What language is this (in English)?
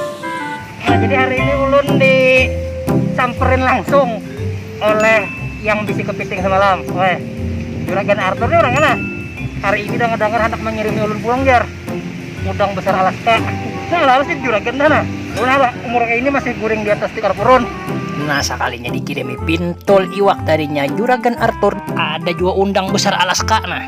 Banjar